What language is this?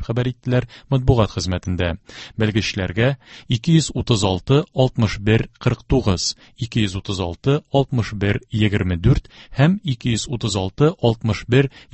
Tatar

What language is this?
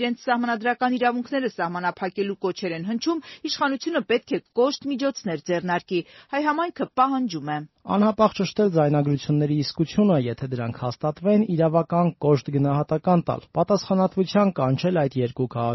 Armenian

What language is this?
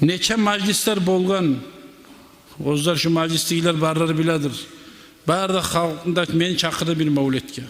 Kumyk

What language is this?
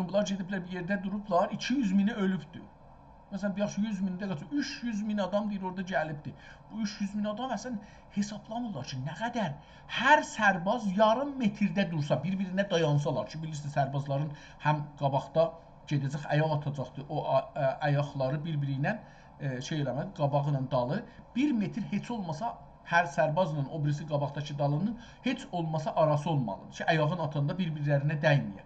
South Azerbaijani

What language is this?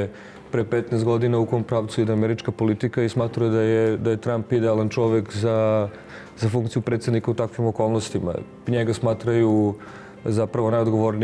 Serbian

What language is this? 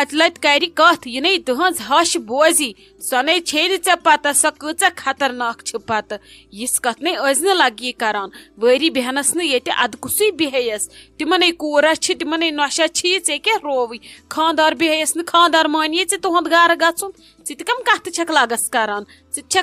Kashmiri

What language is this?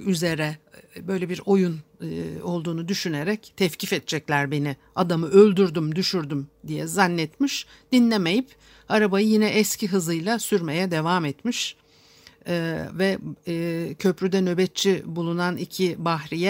Turkish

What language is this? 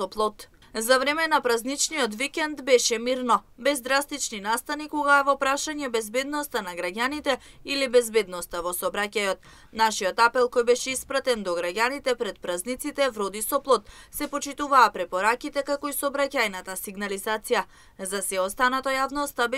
Macedonian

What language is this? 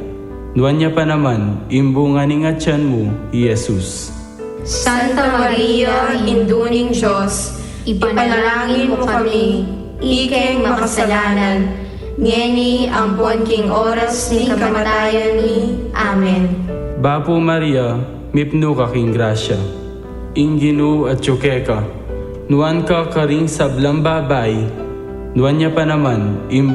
Pampanga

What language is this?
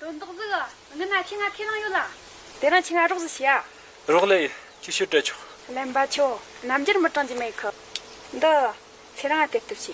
Tibetan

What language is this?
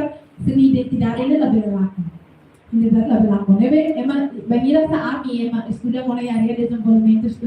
Tetum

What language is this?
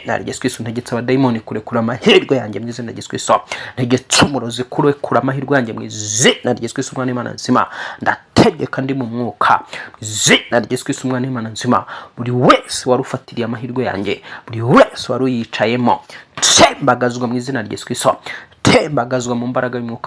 Kinyarwanda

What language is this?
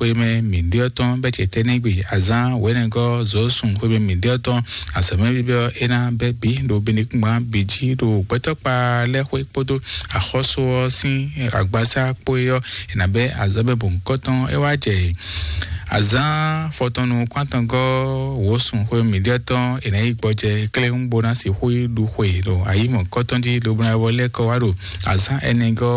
Fon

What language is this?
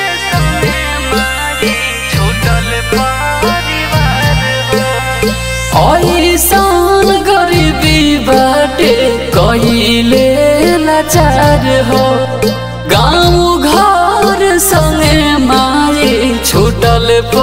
Bhojpuri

